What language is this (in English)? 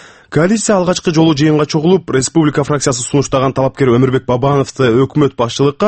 Kyrgyz